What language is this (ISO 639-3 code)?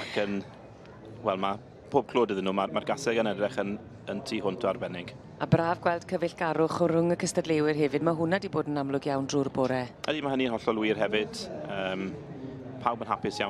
cym